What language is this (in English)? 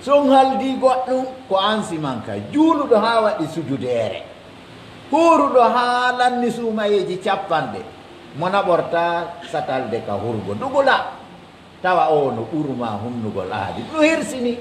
Pular